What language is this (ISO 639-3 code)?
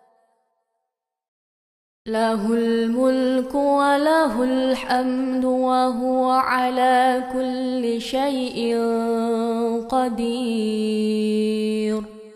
ara